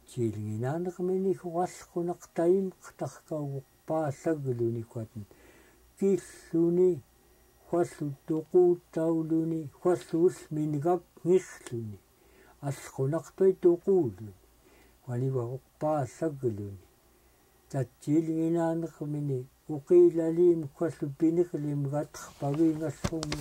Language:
Central Yupik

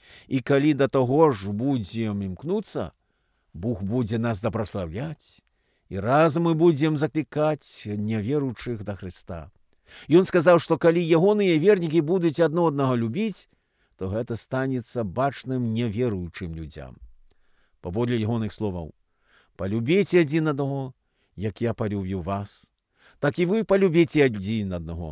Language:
Belarusian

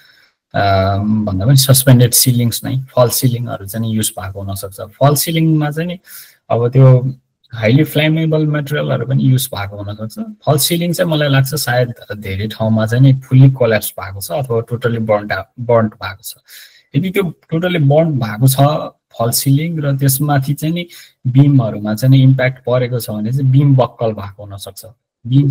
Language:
Nepali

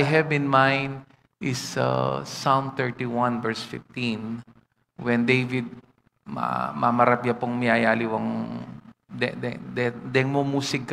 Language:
Pampanga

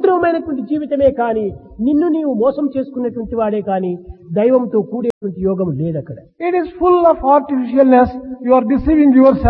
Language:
Telugu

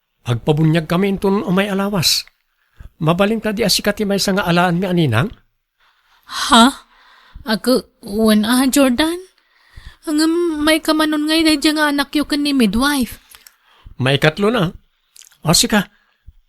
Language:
Iloko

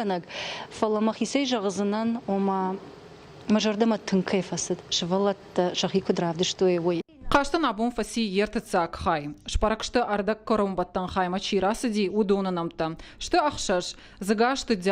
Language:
Ossetic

